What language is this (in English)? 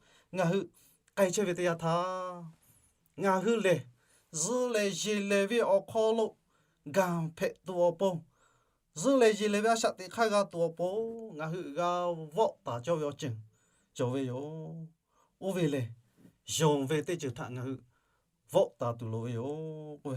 Lahu